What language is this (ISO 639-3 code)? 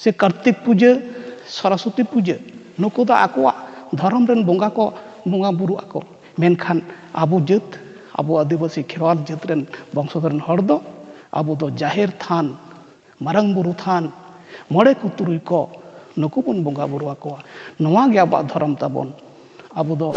sat